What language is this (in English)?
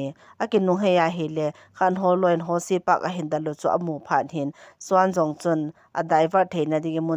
Thado Chin